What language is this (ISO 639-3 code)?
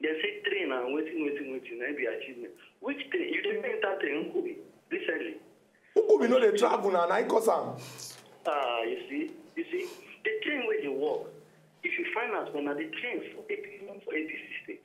pcm